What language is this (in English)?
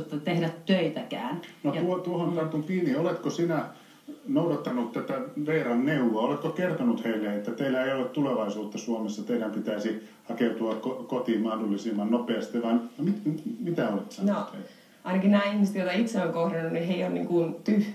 Finnish